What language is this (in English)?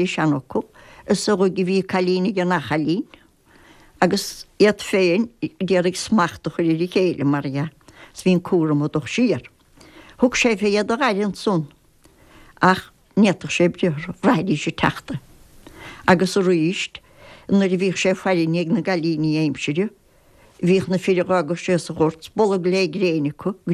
Irish